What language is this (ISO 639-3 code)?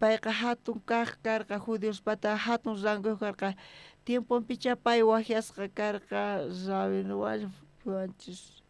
quh